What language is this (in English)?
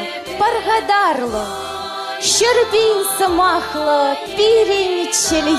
Chuvash